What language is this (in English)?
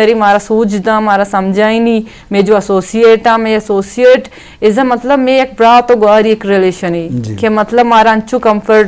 Eastern Balochi